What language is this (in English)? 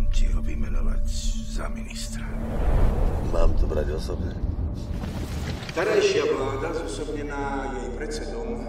Slovak